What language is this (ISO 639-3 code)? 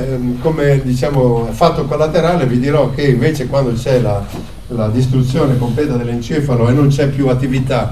ita